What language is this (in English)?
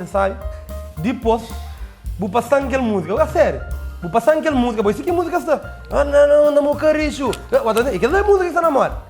Kabuverdianu